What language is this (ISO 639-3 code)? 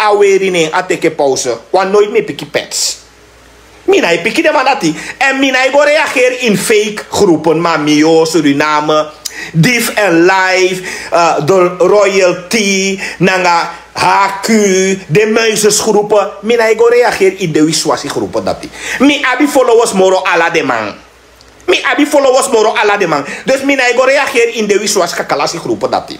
srn